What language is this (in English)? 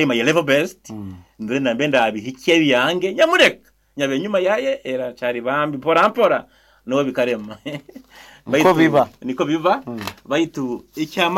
Nyoro